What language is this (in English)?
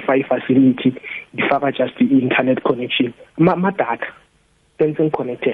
South Ndebele